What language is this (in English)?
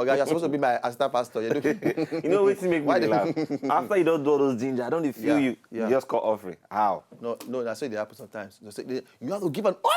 Nigerian Pidgin